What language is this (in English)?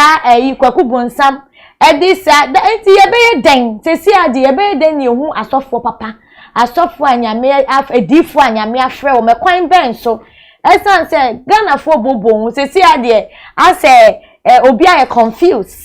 Akan